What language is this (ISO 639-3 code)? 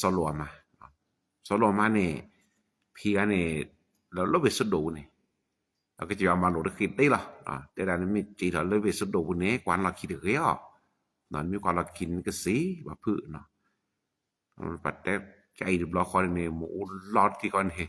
ksw